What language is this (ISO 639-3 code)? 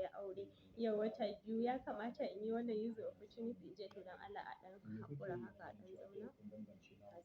hau